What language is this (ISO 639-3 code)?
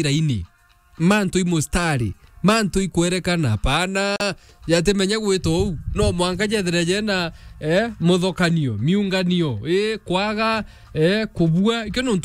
mer